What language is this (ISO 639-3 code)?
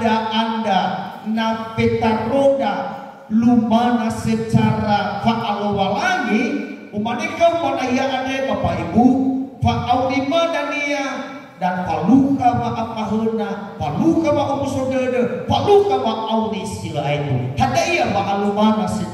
nia